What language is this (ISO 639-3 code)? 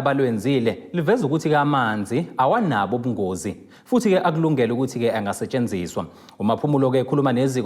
zul